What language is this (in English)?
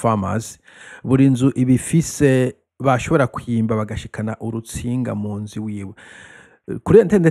Rundi